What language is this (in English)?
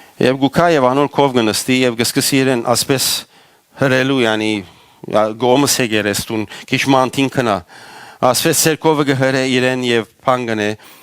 Western Armenian